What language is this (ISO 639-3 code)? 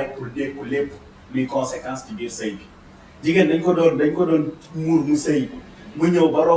wol